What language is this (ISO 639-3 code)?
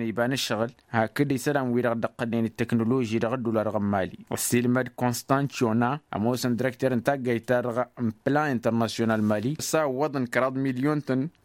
taq